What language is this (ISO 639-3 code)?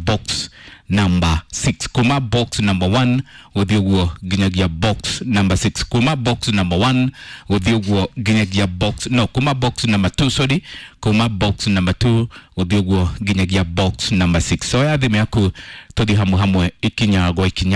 kik